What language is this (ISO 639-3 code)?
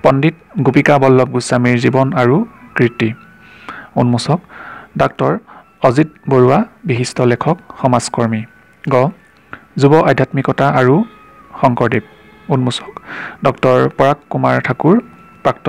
asm